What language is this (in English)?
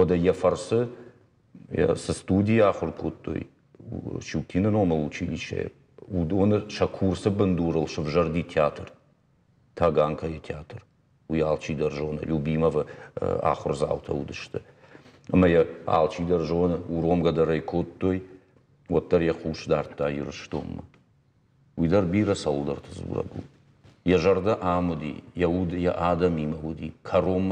Ossetic